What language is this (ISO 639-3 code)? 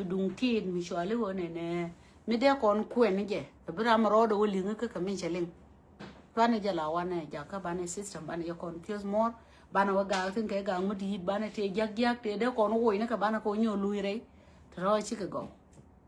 nus